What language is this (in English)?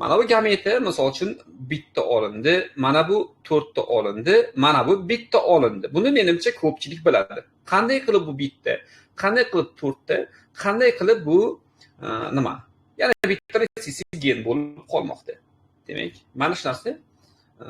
Uzbek